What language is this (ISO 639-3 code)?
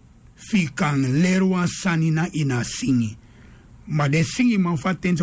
srn